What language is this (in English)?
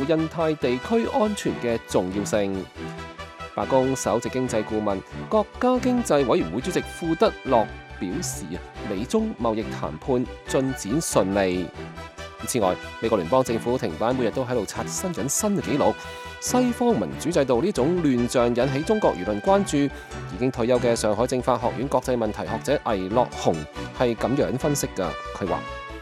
Cantonese